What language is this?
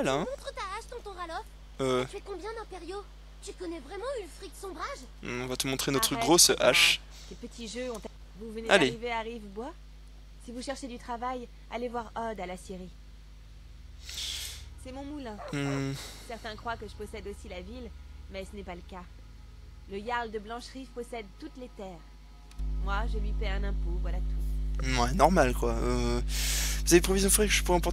French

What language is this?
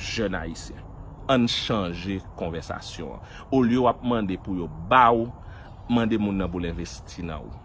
Haitian Creole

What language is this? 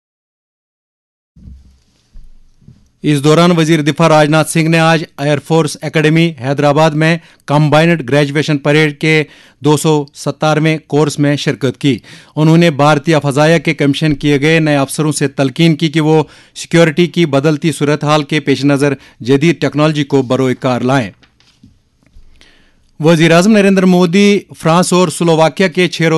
Urdu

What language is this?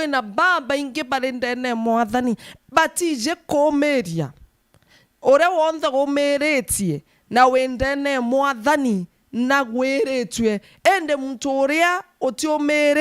Meru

